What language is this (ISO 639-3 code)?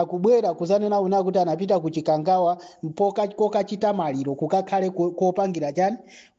nya